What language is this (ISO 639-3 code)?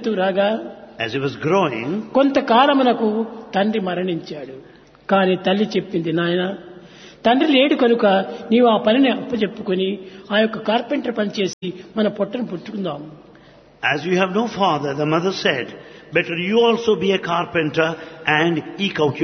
tel